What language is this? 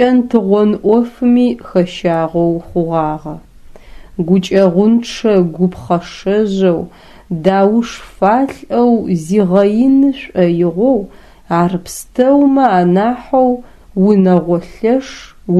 Adyghe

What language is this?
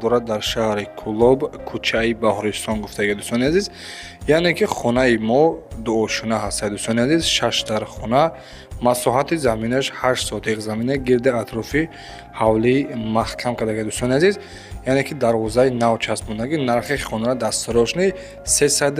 Tajik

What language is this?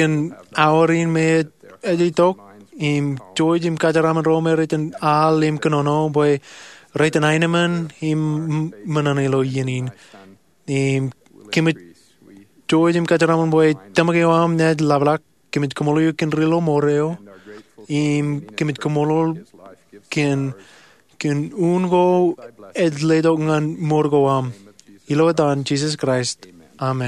Marshallese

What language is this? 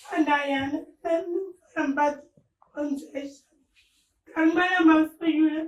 Dagbani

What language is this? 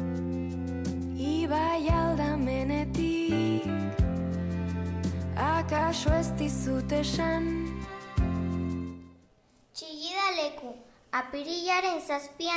Basque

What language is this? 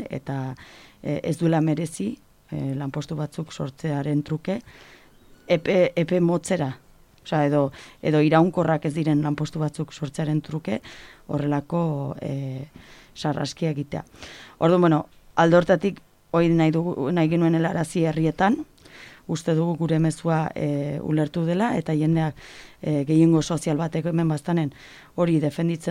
Basque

